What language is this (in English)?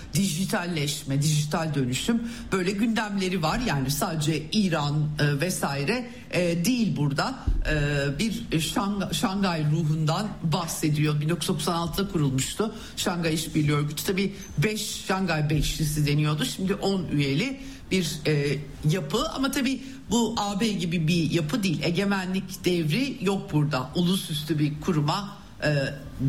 Turkish